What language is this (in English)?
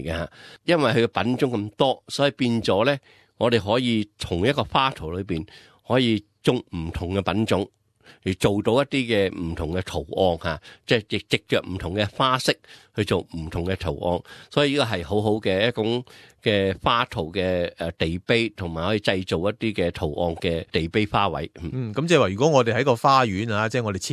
Cantonese